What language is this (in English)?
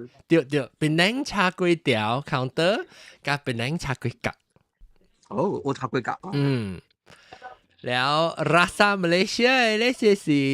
Min Nan Chinese